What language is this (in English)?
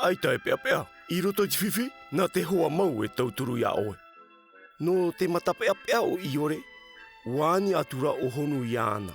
Tahitian